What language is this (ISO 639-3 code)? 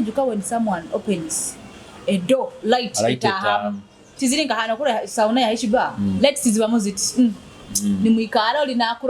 nyo